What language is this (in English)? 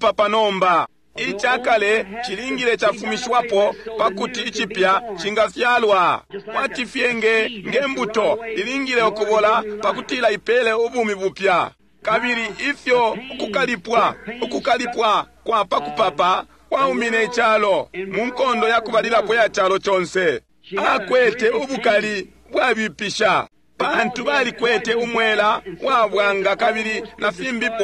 Bemba